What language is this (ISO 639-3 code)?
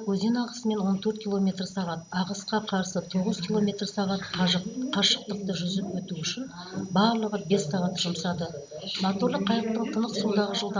kaz